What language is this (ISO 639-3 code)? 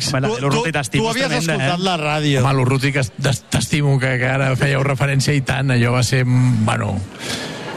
cat